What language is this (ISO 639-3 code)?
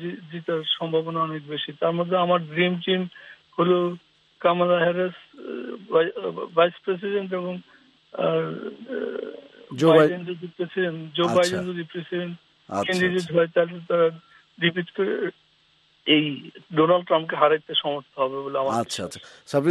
ben